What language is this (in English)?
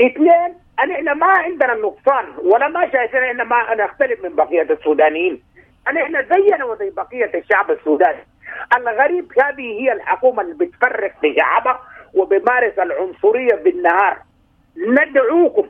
Sudanese Arabic